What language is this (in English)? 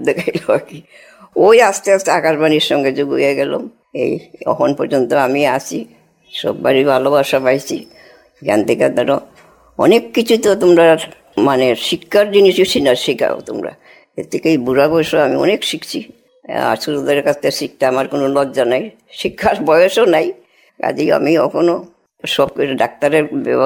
Bangla